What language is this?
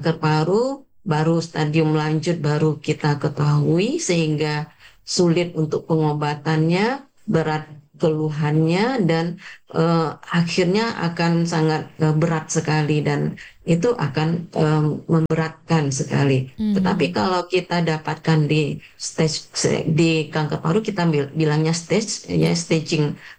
Indonesian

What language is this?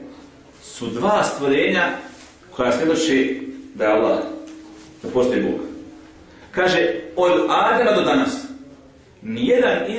Bosnian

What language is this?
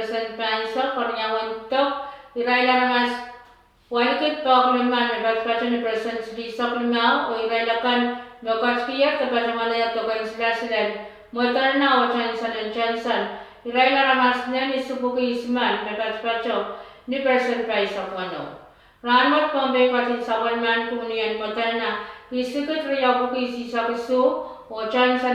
Pohnpeian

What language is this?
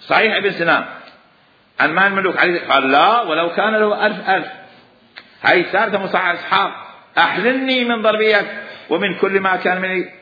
Mesopotamian Arabic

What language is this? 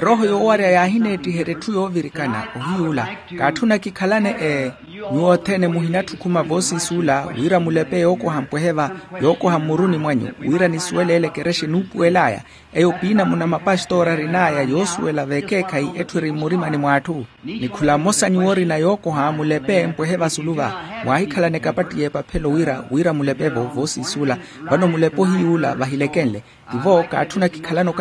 Makhuwa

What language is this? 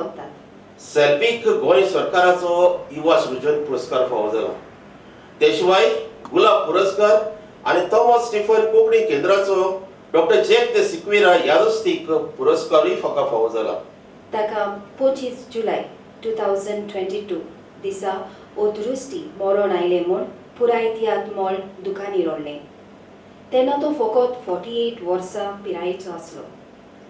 Konkani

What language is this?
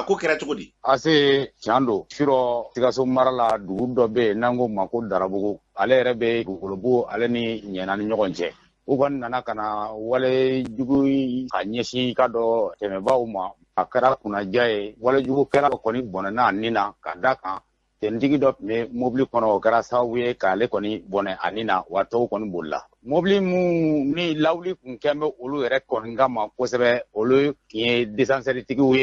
Bambara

